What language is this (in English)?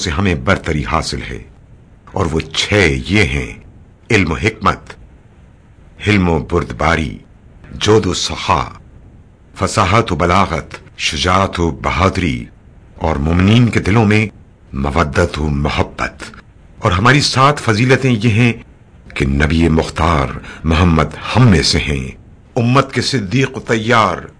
Urdu